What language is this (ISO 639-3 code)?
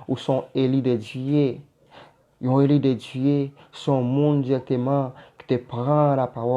hat